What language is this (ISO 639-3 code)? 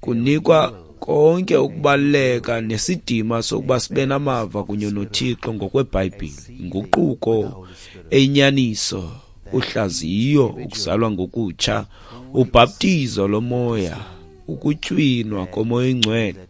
xho